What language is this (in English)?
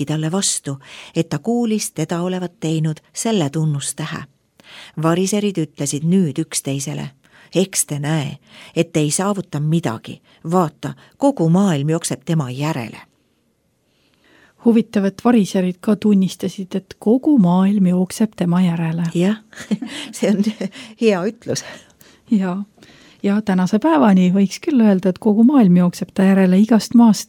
Estonian